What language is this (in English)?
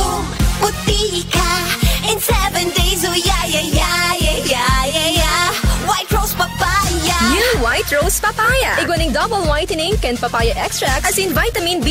Bikol